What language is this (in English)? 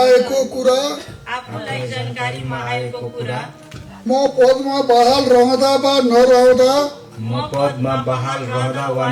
Nepali